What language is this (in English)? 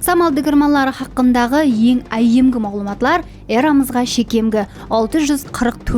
Kara-Kalpak